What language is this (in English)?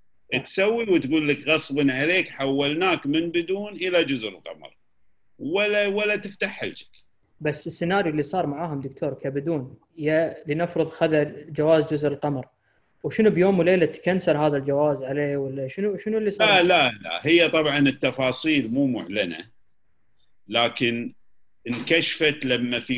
Gulf Arabic